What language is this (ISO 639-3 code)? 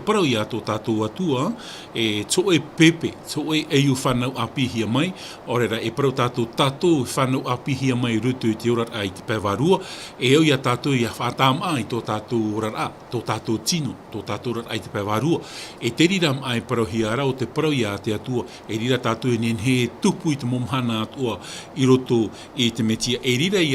tah